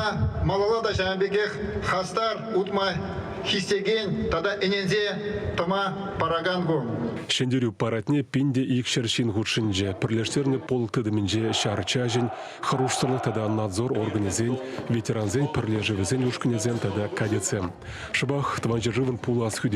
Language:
Chuvash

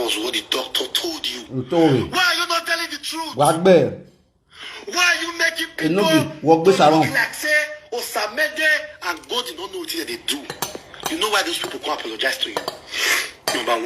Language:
Nigerian Pidgin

